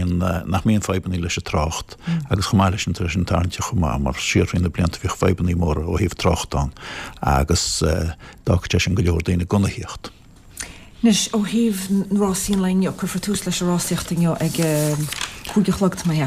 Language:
Irish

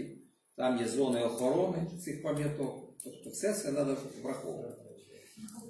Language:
Ukrainian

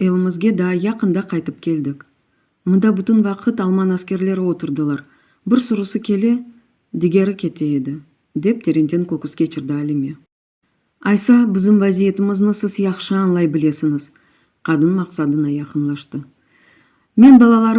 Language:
Crimean Tatar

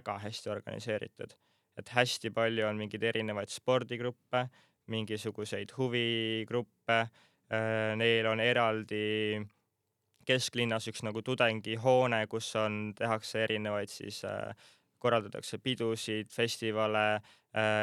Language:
Estonian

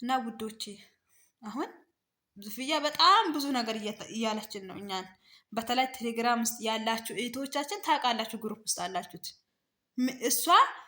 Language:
Amharic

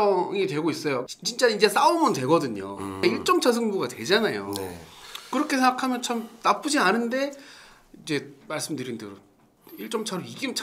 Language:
Korean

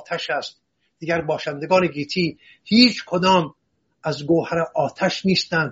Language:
Persian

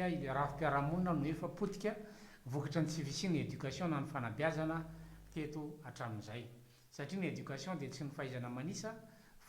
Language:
Malagasy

